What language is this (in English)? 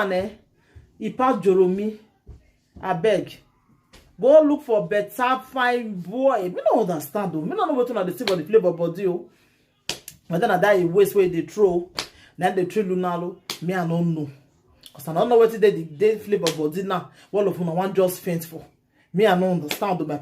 Nigerian Pidgin